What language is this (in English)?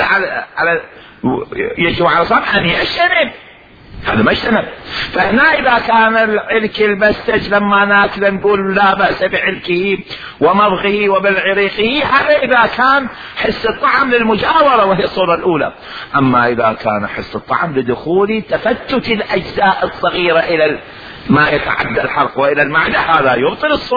Mesopotamian Arabic